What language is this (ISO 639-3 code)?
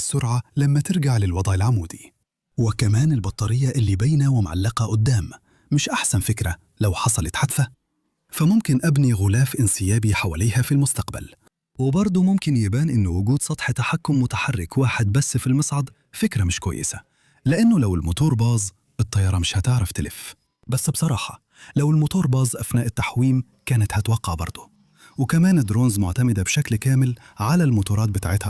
arz